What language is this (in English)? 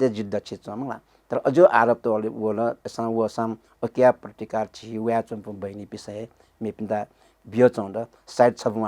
Newari